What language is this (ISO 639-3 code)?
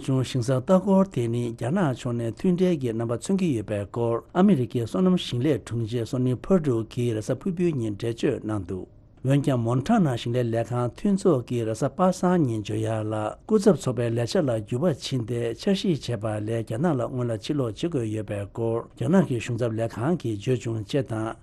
bod